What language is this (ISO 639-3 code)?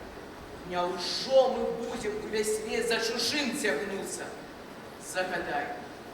bel